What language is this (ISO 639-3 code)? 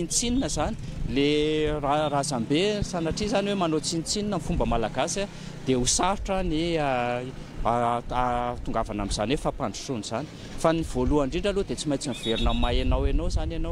mlg